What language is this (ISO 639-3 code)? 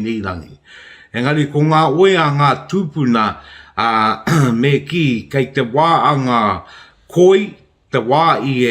mri